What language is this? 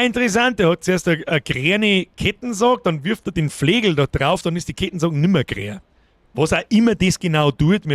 Bavarian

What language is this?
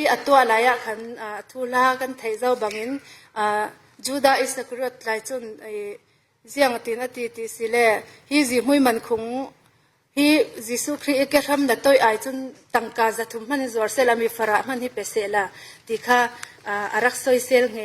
Falam Chin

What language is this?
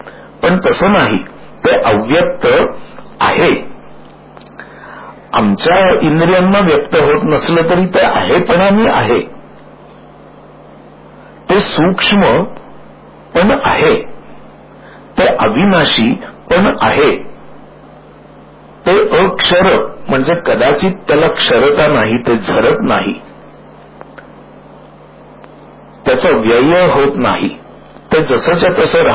Marathi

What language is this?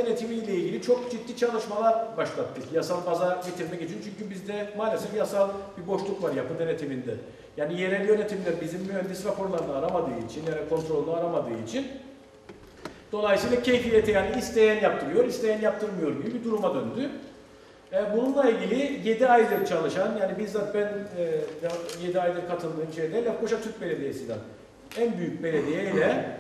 Turkish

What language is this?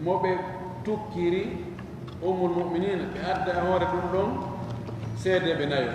Fula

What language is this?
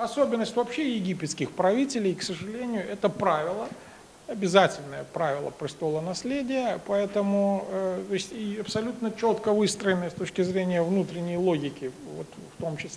Russian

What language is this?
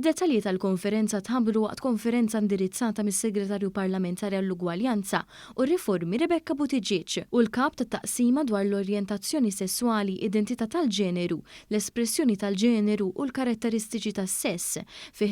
Maltese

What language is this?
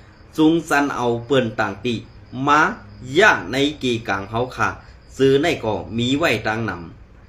Shan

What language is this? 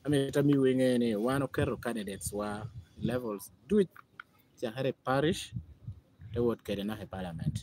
Lango (Uganda)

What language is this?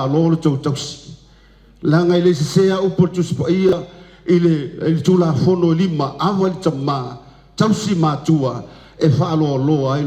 Samoan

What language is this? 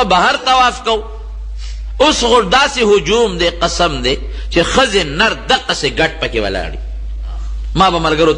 Pashto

